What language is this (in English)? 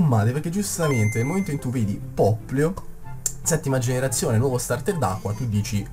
Italian